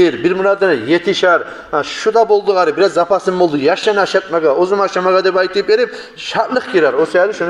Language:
Kumyk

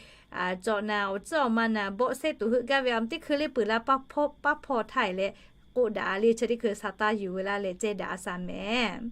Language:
Lahu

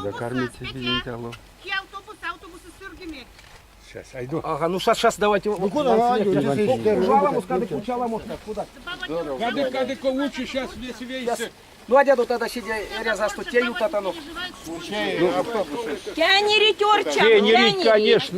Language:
Erzya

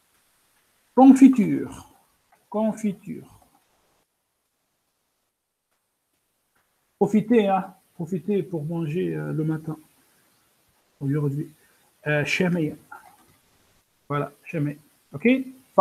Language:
French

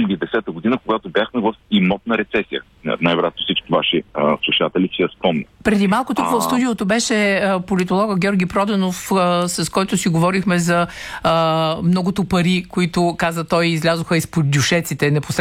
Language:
Bulgarian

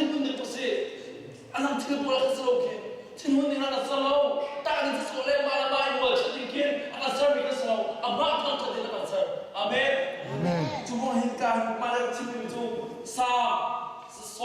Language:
Hakha Chin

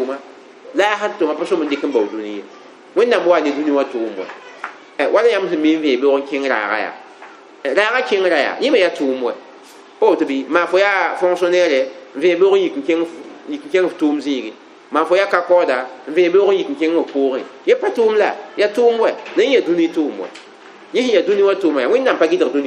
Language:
Mossi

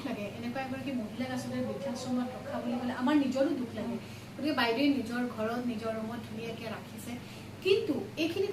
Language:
Assamese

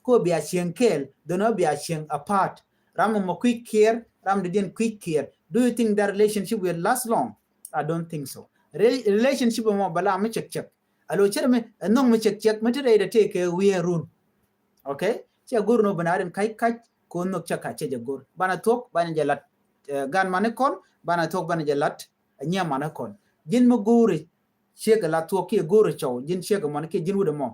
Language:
Nuer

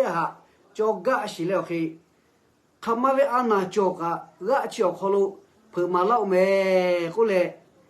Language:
Lahu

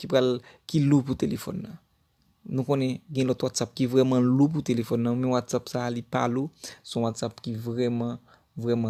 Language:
Haitian Creole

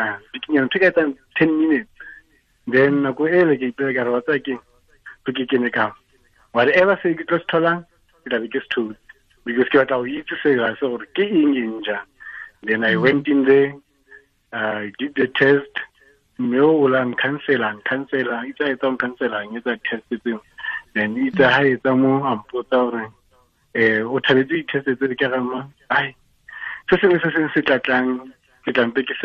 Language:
Tswana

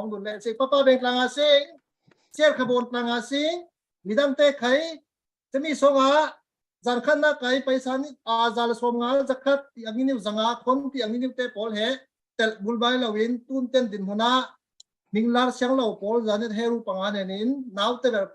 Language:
Falam Chin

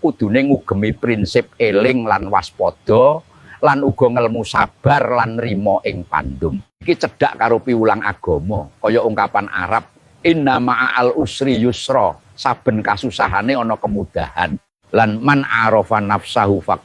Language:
Javanese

